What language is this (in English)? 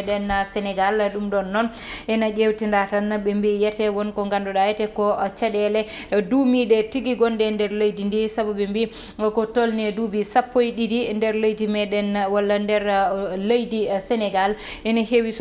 Fula